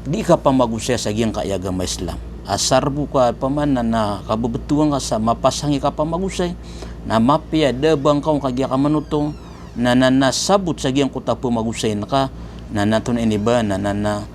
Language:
Maranao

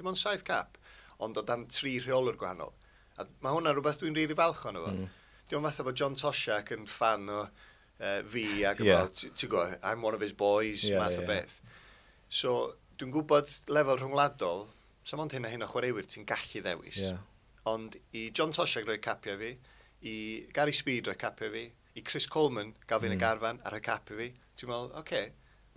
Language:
Welsh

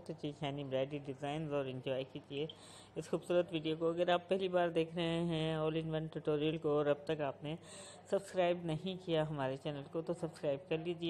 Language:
Hindi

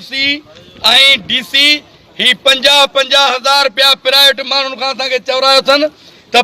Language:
Sindhi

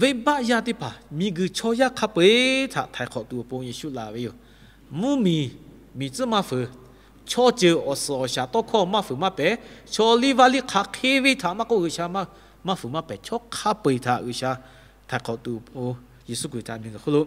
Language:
Lahu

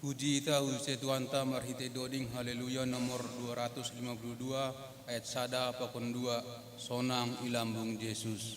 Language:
Batak Simalungun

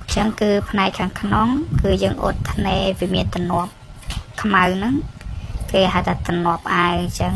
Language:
Khmer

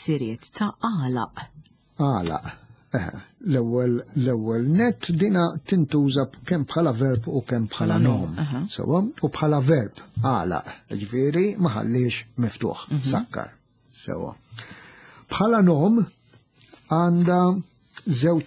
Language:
Maltese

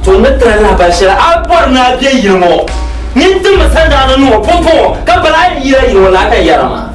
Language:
Dagbani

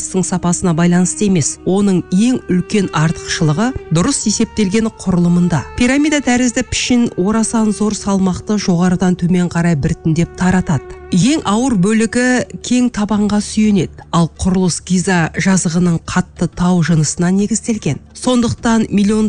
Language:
Kazakh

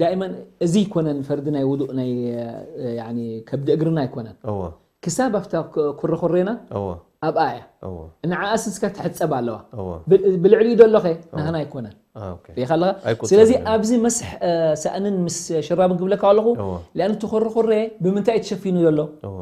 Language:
Tigrinya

